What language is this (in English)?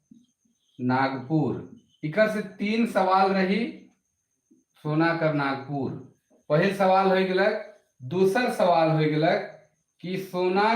Sadri